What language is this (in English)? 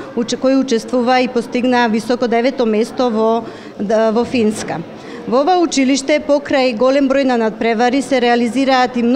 Macedonian